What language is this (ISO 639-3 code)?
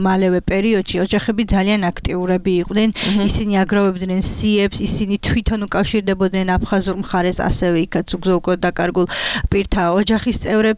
kat